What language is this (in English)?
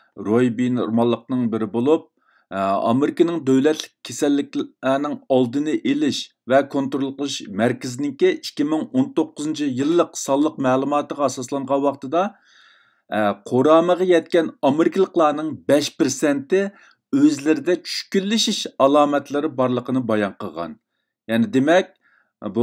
Uyghur